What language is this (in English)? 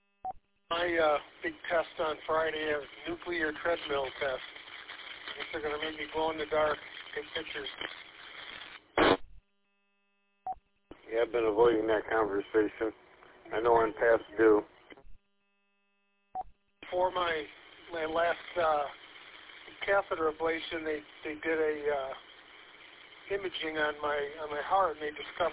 English